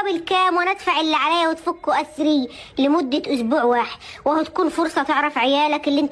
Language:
Egyptian Arabic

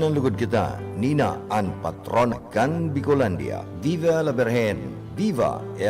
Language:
Bikol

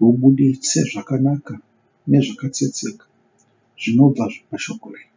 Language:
Shona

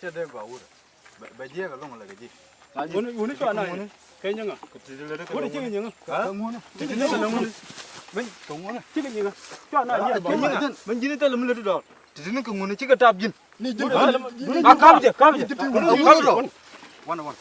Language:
Nuer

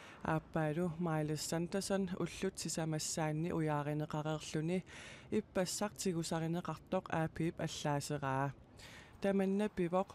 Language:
Kalaallisut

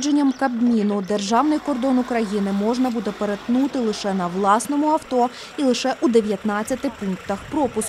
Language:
Ukrainian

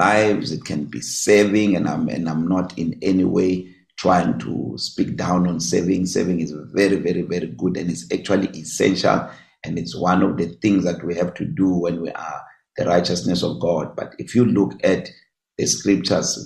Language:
English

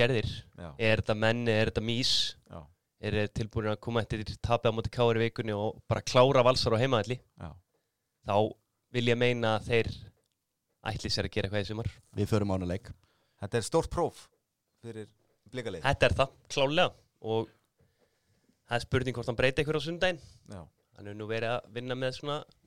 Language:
Icelandic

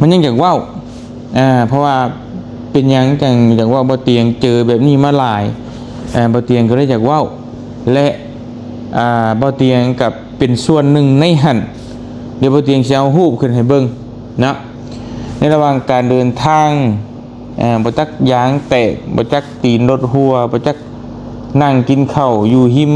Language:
Lao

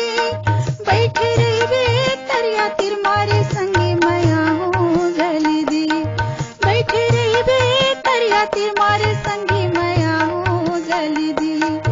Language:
Chhattisgarhi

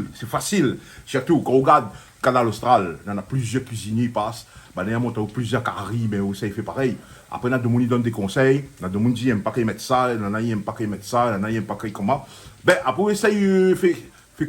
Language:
Réunion Creole French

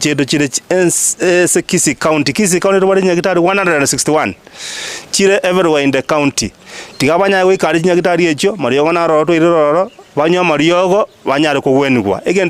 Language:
Gusii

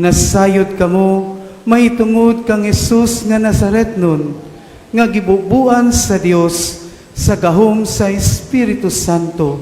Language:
Cebuano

